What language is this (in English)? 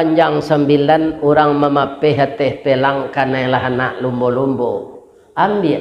Minangkabau